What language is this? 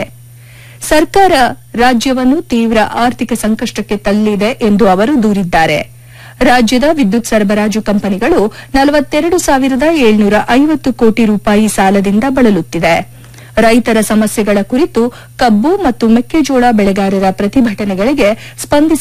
Kannada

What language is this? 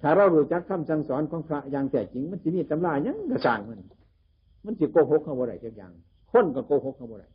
Northeastern Thai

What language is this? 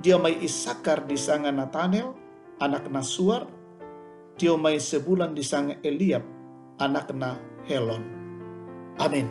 Toraja-Sa'dan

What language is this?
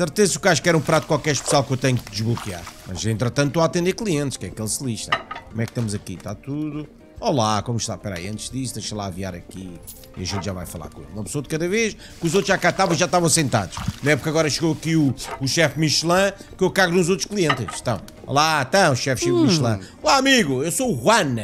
Portuguese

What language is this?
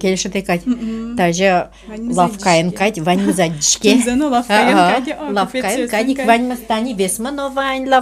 Udmurt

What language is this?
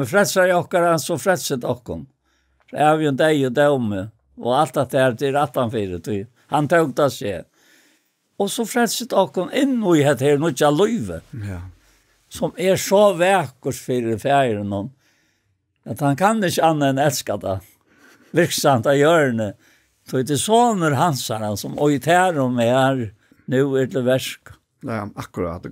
Faroese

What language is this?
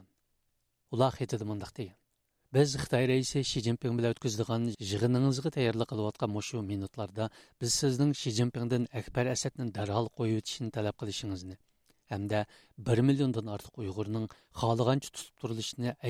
Uyghur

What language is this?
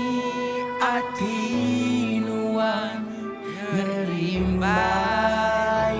Iban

